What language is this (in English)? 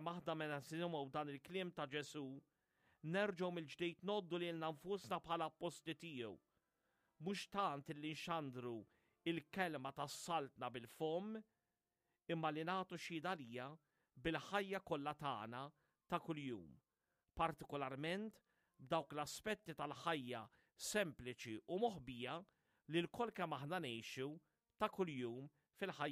Maltese